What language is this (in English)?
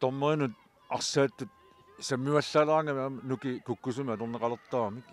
Kalaallisut